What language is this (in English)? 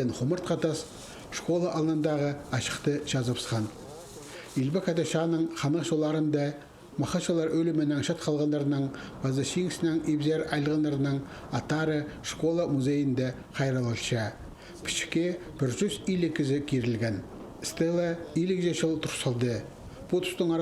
Khakas